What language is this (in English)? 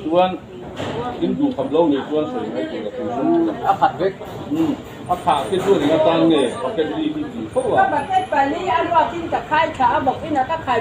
Mizo